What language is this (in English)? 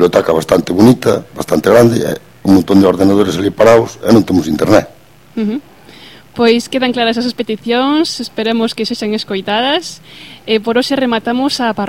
Galician